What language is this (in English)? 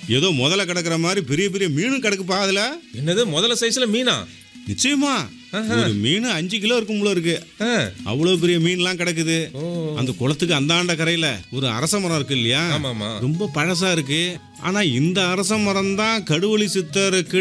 Tamil